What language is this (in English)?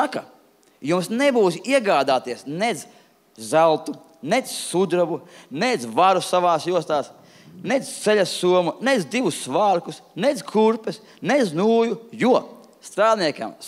Latvian